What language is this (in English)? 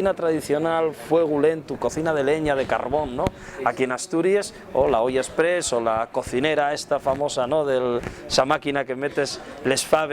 Asturian